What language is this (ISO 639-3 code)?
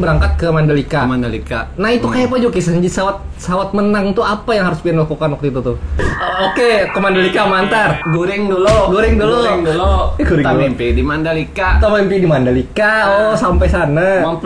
bjn